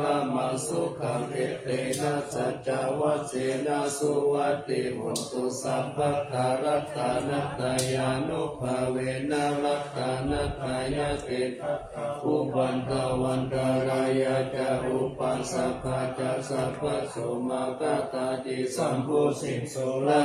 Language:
Pali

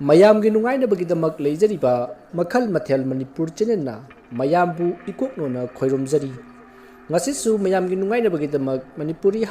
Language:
Manipuri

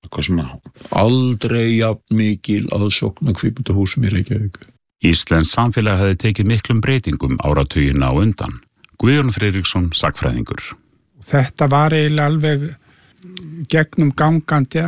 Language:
Icelandic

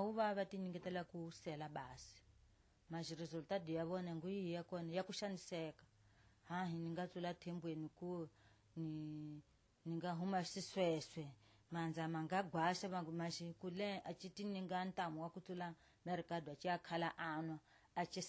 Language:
Tsonga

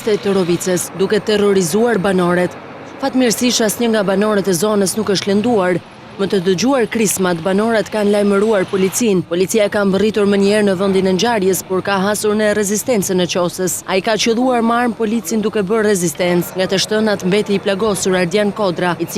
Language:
Albanian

